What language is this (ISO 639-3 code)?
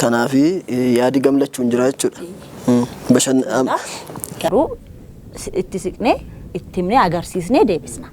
orm